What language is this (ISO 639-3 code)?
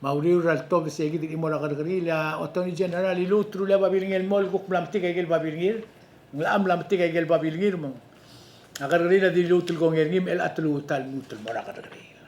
pau